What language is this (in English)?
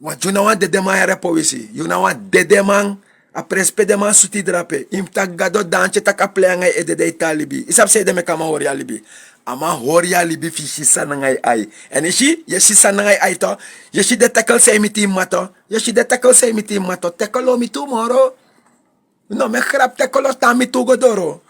Sranan Tongo